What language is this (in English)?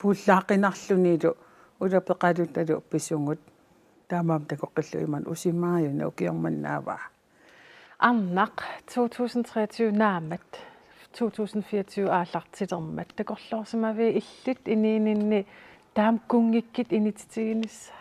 Kalaallisut